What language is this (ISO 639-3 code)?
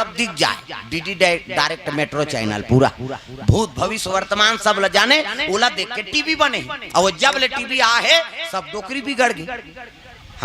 hne